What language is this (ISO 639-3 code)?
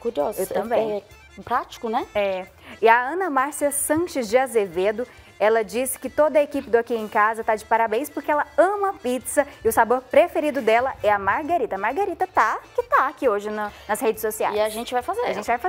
por